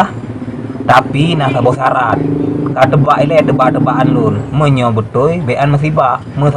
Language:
Achinese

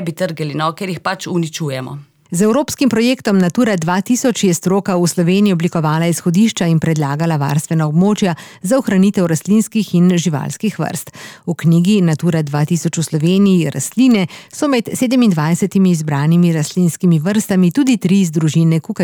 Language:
Slovenian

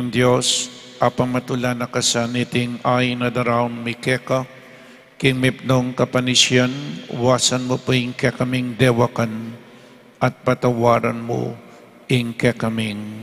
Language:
Pampanga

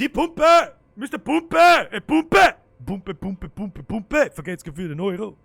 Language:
Bavarian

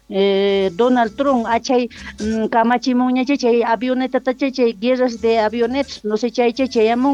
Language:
South Bolivian Quechua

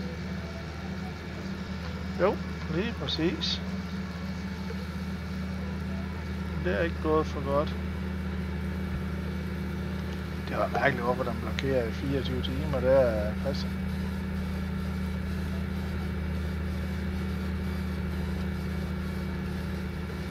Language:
Danish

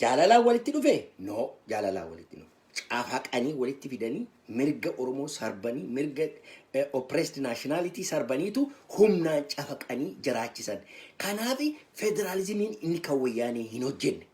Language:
Oromo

